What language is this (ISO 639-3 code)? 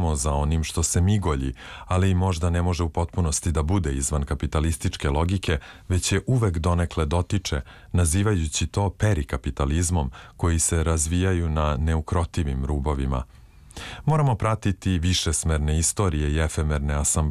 srp